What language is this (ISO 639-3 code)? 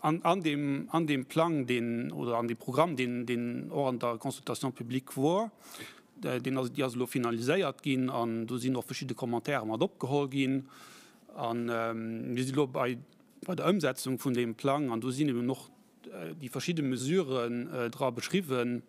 ltz